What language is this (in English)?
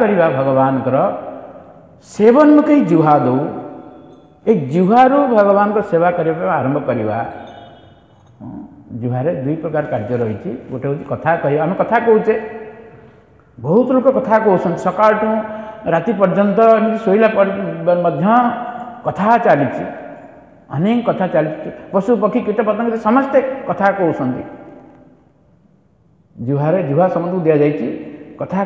Odia